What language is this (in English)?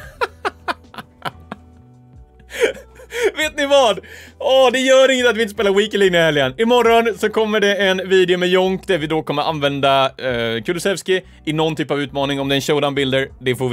Swedish